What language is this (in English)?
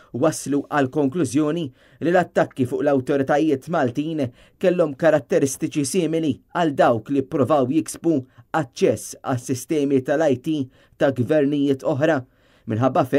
Maltese